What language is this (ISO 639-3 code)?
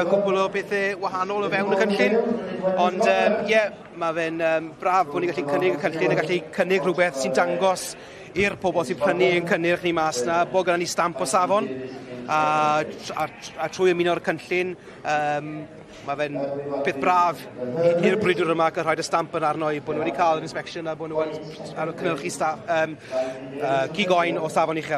cym